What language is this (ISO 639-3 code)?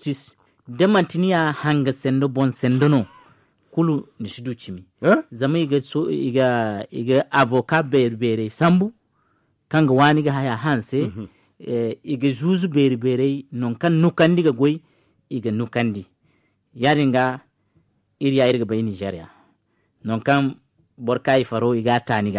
dje